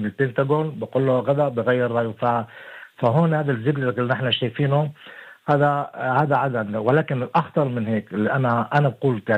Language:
North Levantine Arabic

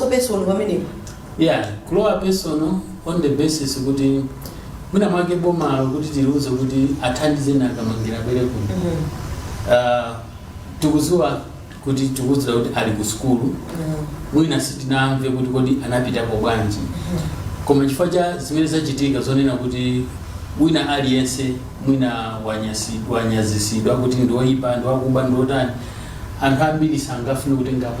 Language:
Nyanja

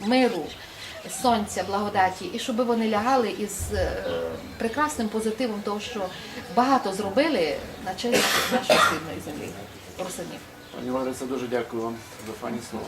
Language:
Rusyn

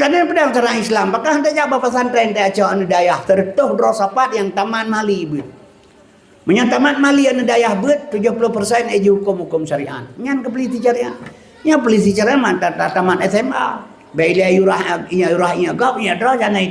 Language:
Achinese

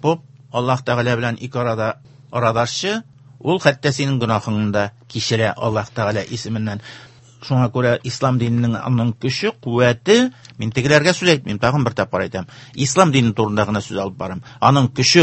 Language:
Tatar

